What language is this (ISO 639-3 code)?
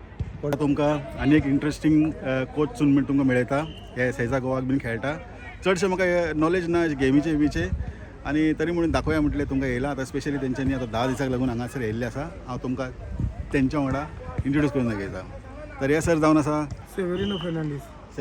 kok